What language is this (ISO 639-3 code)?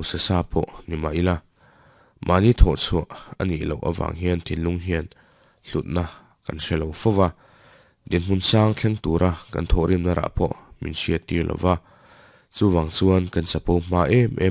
lus